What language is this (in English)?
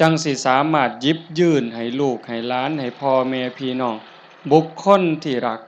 Lao